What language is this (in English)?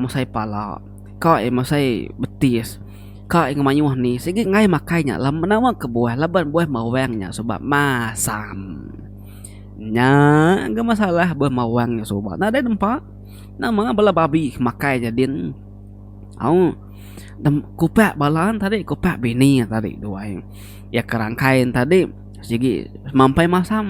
Iban